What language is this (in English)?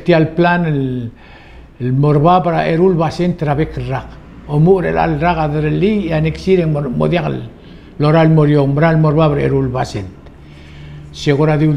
Palauan